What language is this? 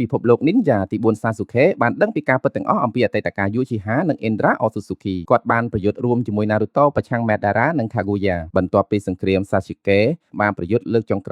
Khmer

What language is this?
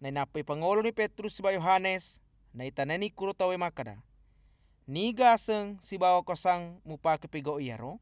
Buginese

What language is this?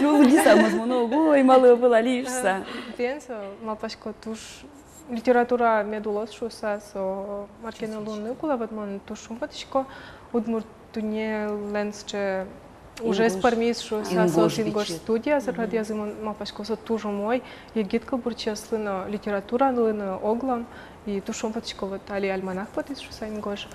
Udmurt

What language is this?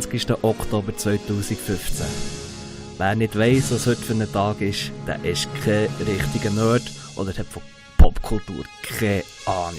Swiss German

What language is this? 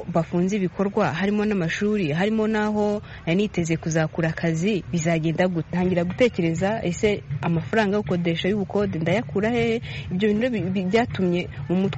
Kinyarwanda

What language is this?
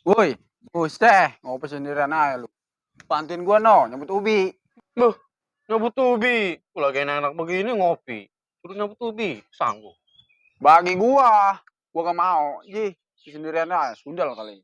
Betawi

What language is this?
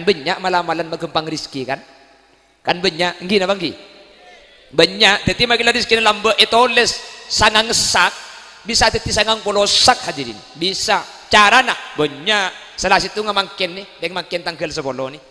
Madurese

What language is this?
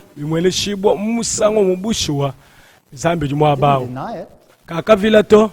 Luba-Lulua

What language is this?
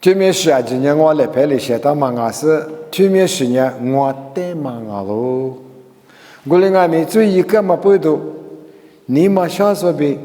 Lisu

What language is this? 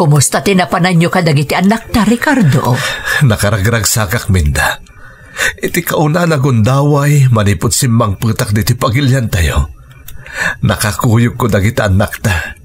Iloko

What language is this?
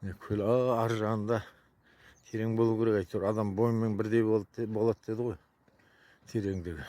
Kazakh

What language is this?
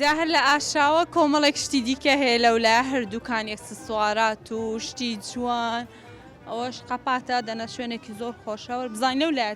Central Kurdish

